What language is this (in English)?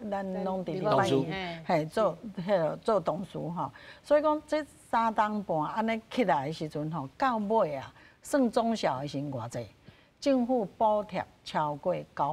Min Nan Chinese